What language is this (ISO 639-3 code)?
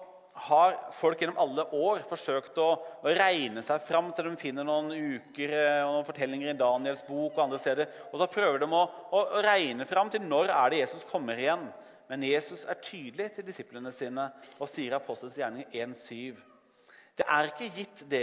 nor